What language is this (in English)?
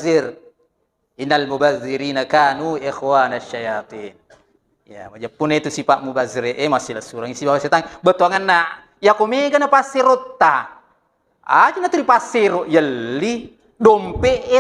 Buginese